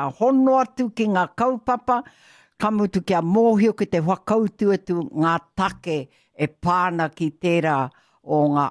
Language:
Māori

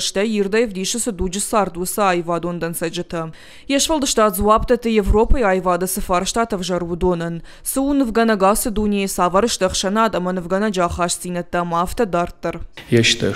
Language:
Ossetic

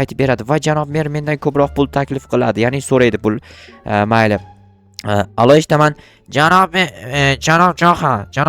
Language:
Uzbek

